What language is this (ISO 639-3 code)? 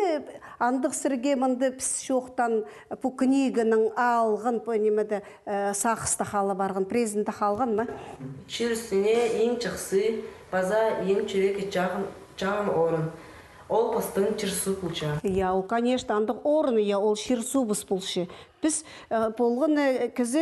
kjh